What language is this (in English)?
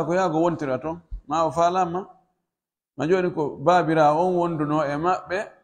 Pular